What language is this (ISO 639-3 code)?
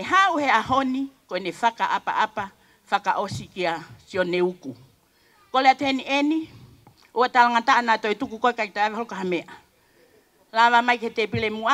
ton